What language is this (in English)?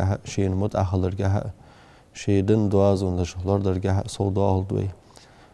Ingush